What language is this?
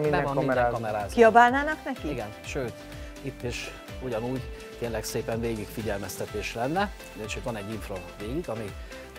Hungarian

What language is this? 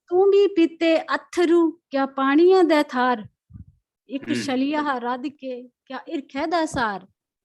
Dogri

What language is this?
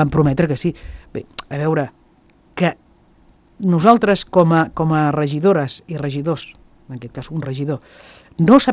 Catalan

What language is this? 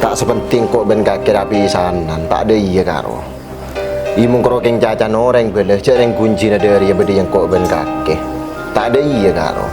Madurese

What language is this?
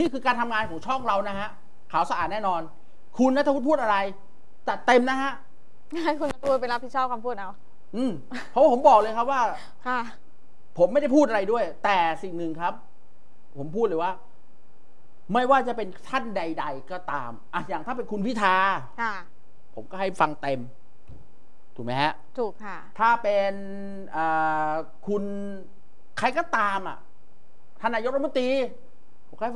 Thai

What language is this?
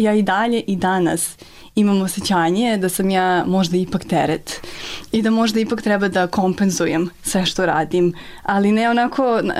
Bosnian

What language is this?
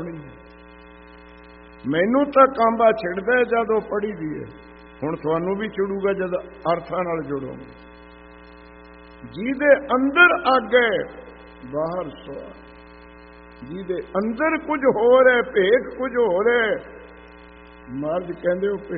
Punjabi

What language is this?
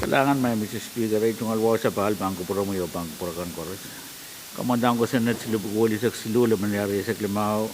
Pohnpeian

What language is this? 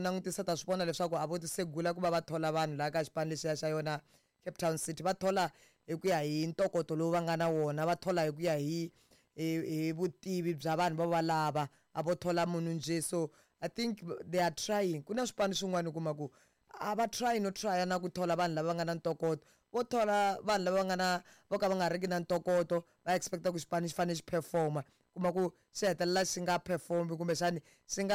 Tsonga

